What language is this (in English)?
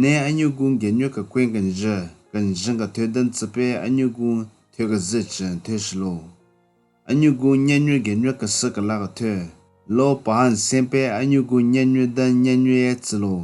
Southern Rengma Naga